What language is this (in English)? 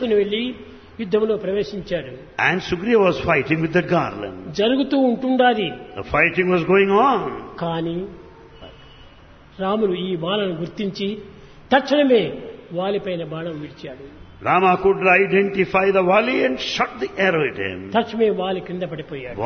Telugu